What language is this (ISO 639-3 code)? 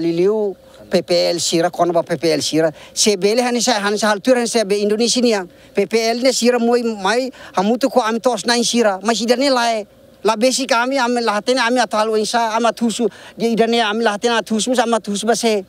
tet